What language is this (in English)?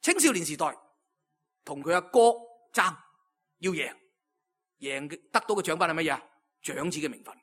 Cantonese